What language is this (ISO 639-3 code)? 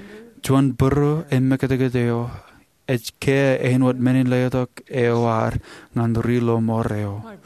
mah